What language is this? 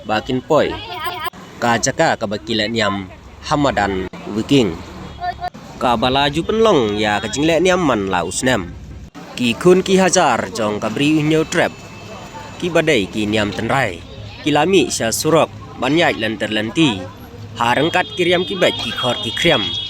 Khasi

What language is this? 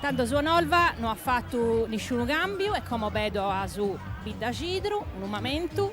Sardinian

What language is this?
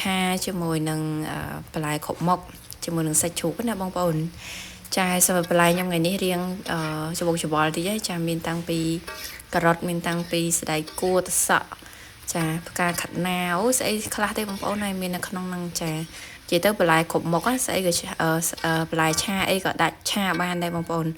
Khmer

